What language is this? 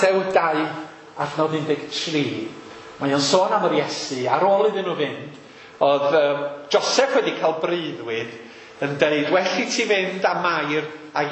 Welsh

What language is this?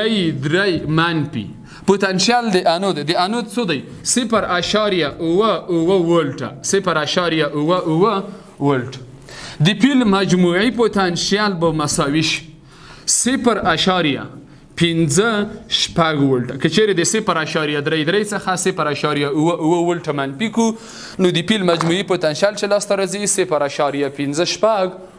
Pashto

